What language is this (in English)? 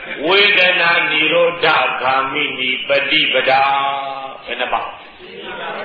Burmese